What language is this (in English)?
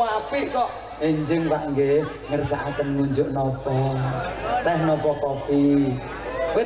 Javanese